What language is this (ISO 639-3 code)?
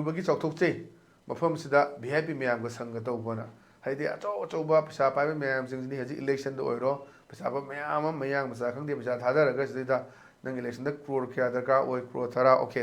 mni